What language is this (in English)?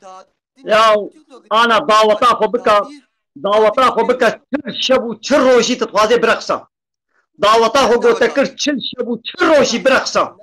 Kurdish